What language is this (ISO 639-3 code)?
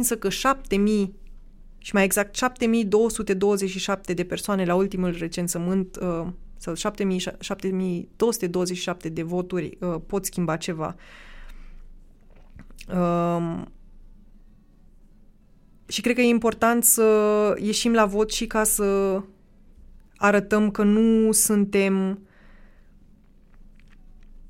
ron